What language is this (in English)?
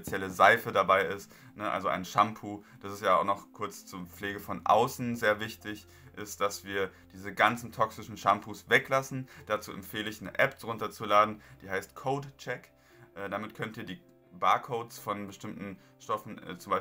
German